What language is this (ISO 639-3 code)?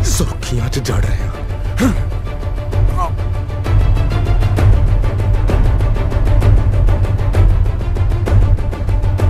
pan